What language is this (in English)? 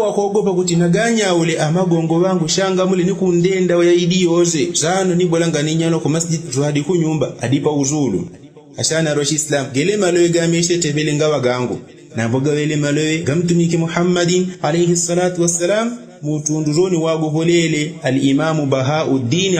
Yao